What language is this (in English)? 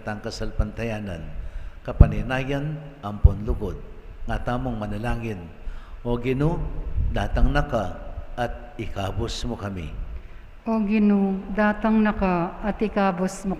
Pampanga